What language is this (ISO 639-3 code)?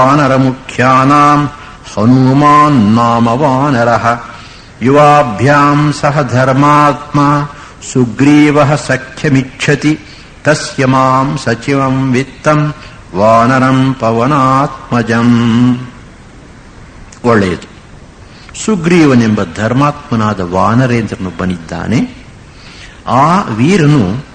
kan